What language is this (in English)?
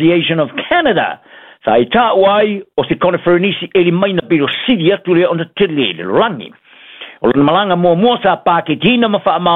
Samoan